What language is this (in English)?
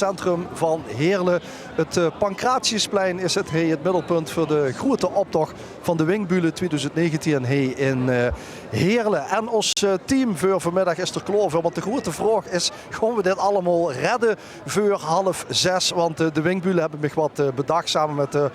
Limburgish